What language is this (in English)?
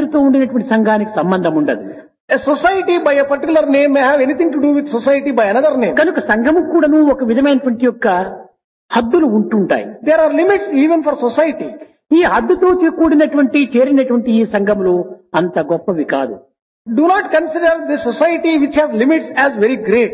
Telugu